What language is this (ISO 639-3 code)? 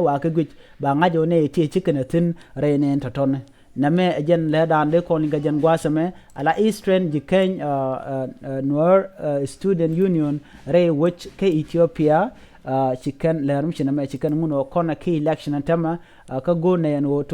nus